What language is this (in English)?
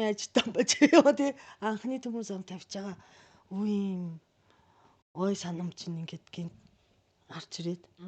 Mongolian